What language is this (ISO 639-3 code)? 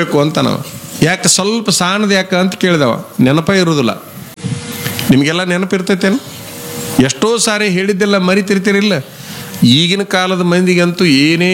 kan